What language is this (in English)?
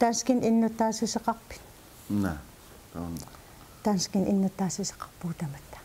Kalaallisut